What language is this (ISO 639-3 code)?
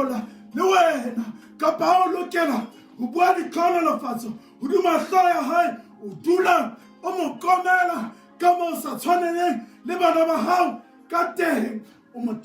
sot